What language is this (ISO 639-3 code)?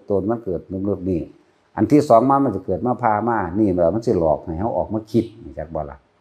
tts